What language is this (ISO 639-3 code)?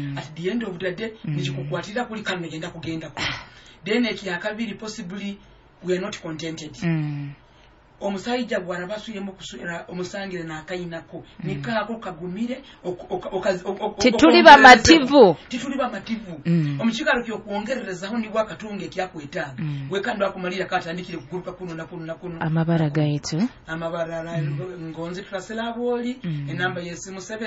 nyo